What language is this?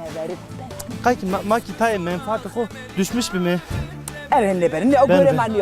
Zaza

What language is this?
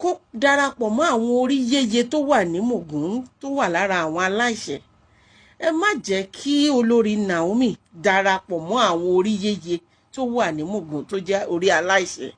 Yoruba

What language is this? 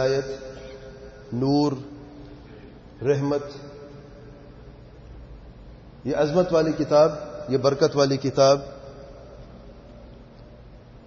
Urdu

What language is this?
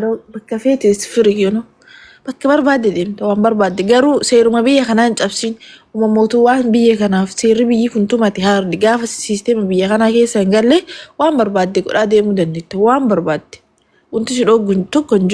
Oromo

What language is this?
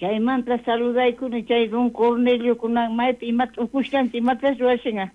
South Bolivian Quechua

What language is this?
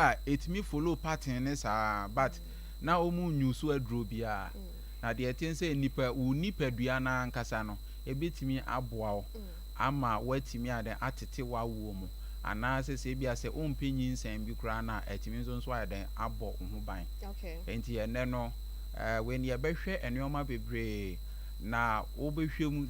Akan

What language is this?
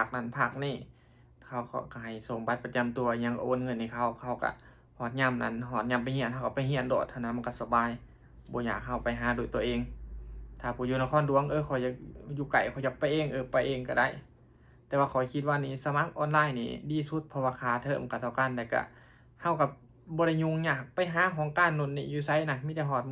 Lao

